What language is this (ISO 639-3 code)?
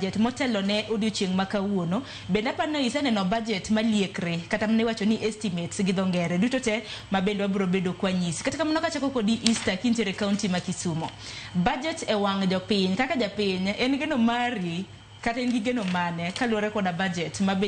luo